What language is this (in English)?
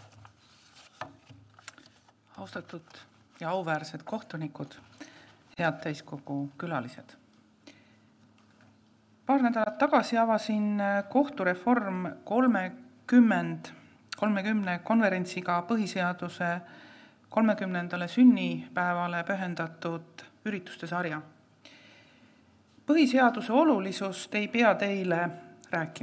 Estonian